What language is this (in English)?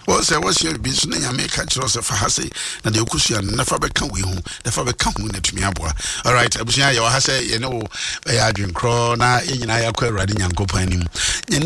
Akan